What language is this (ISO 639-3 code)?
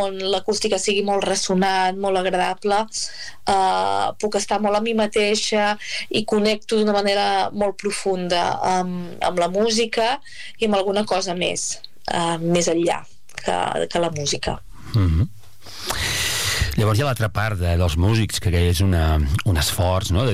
cat